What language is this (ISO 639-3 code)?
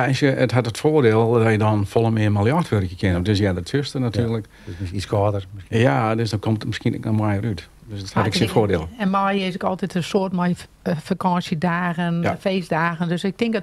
fry